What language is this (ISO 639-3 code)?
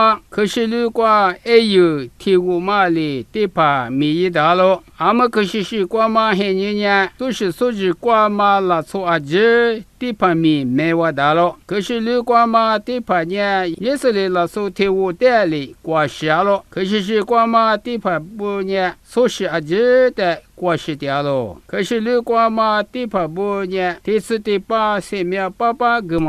lis